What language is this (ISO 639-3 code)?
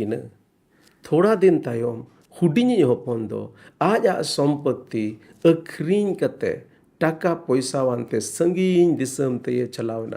sat